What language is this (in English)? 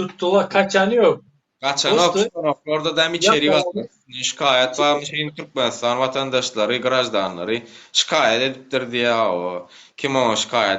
Turkmen